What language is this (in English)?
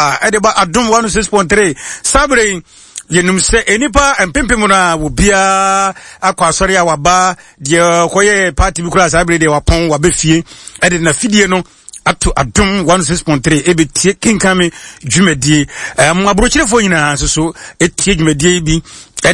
Akan